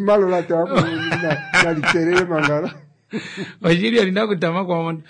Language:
Kuanyama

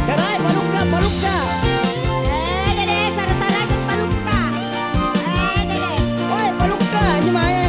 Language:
Makasar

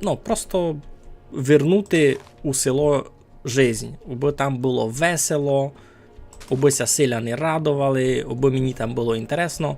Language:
Rusyn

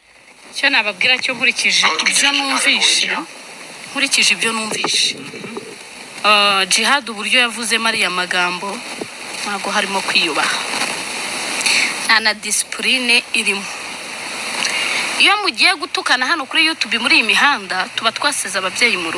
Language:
Kinyarwanda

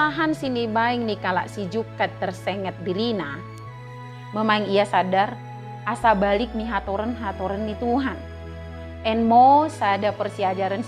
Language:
Batak Dairi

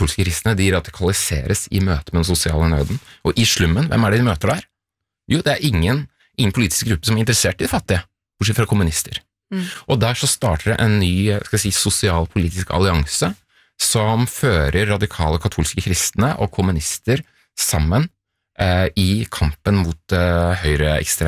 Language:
Norwegian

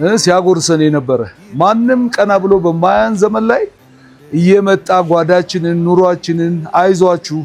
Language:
Amharic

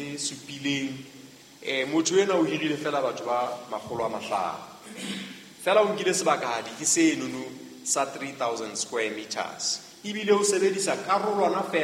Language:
Southern Sotho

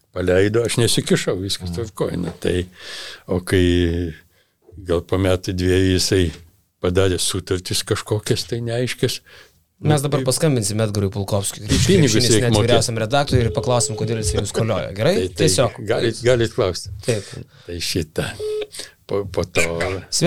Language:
Lithuanian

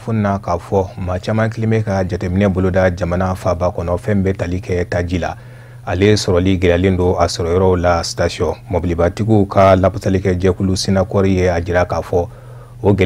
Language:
Bambara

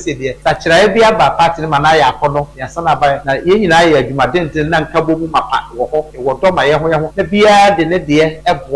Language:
Akan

